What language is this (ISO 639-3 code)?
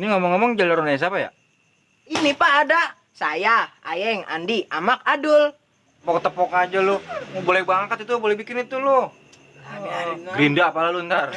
bew